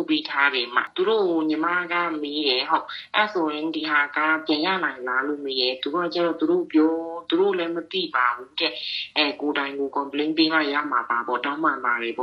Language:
Burmese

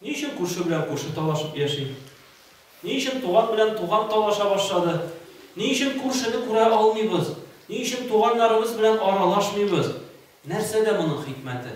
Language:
Tatar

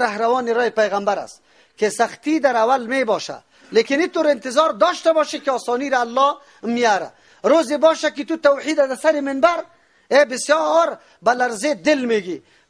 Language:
Persian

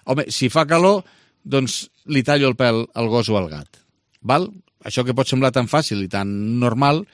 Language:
Catalan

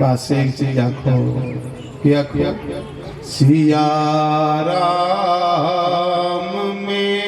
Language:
Dogri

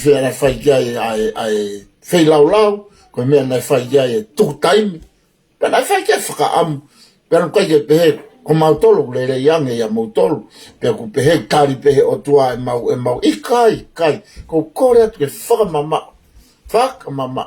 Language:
Tongan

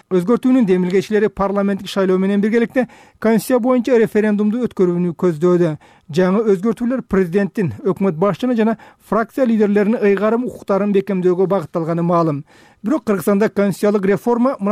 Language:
Kyrgyz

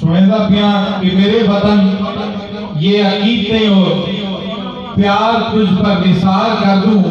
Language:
Saraiki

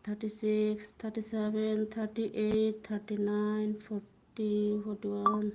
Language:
Manipuri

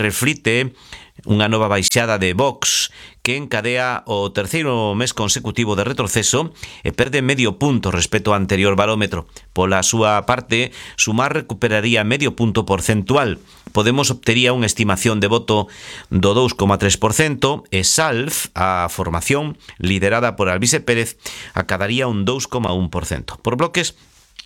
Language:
Galician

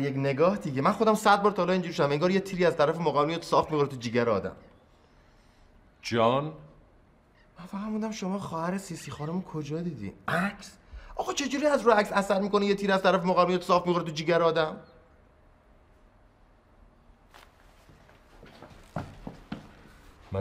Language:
Persian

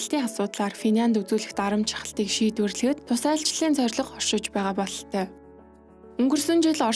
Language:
Mongolian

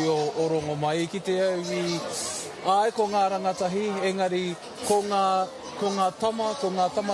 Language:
Māori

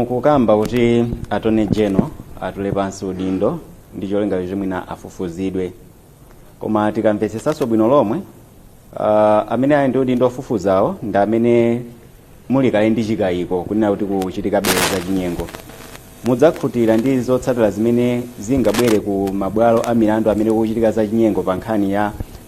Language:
Nyanja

